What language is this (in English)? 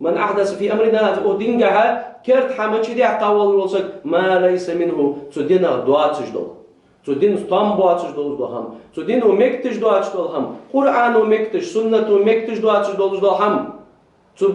Ingush